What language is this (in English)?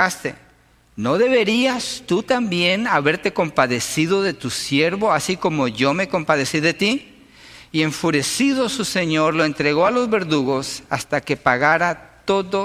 Spanish